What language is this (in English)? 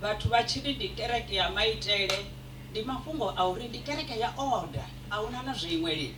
Venda